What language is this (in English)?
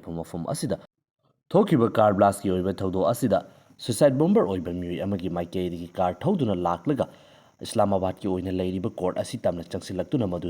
Manipuri